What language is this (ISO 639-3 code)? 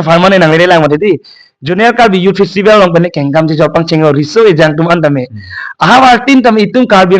mjw